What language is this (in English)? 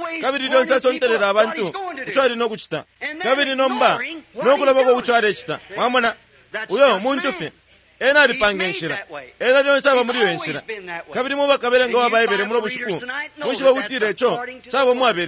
Bemba